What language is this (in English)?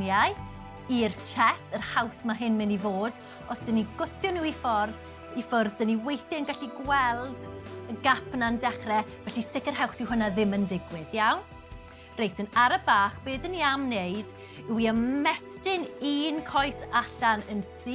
Welsh